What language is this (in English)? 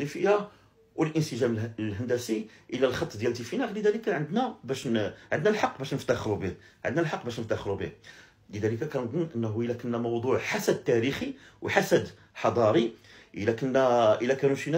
Moroccan Arabic